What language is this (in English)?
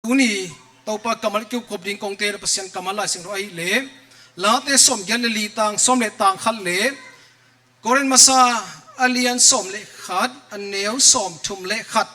Tedim Chin